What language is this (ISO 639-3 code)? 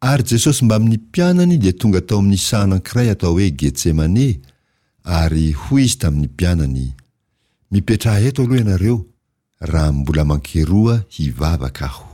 mlg